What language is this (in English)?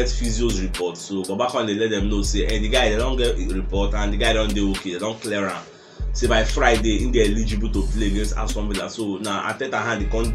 Nigerian Pidgin